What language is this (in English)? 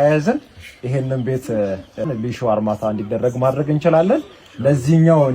Amharic